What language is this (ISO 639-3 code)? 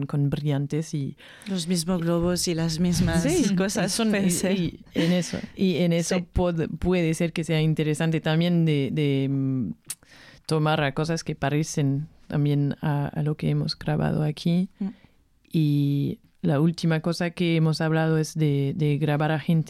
spa